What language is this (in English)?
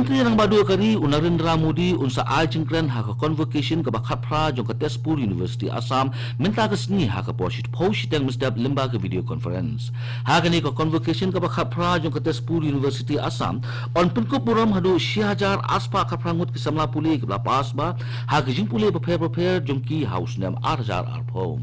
Khasi